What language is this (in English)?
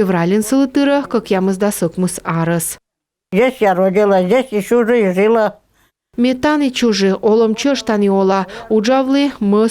Komi